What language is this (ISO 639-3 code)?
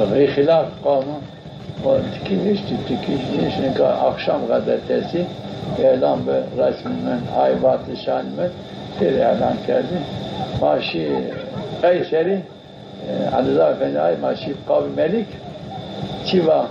zza